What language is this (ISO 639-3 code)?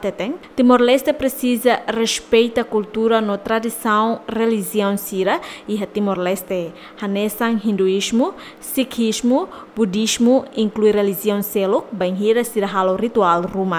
tet